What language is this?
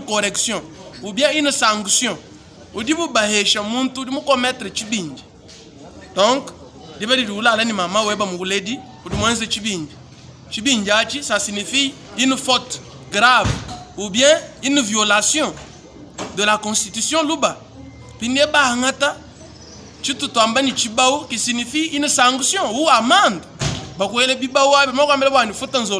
Luba-Lulua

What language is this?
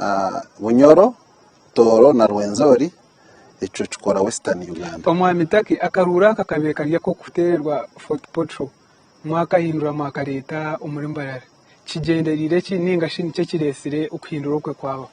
Nyankole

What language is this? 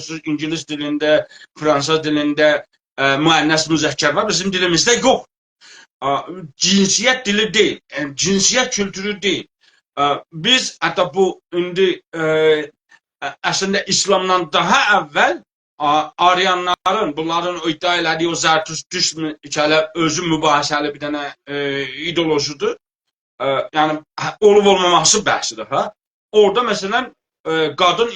South Azerbaijani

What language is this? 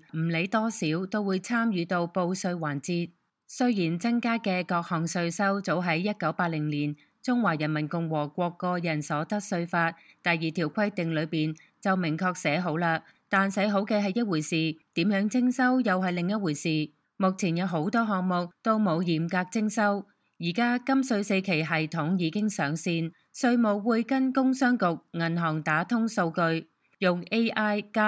Cantonese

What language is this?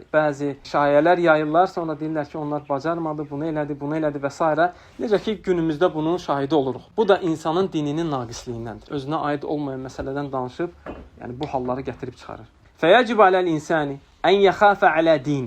Azerbaijani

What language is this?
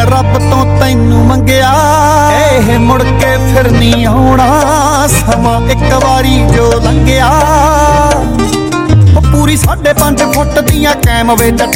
Punjabi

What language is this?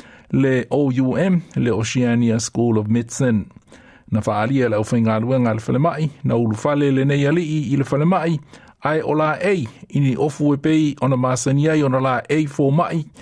Samoan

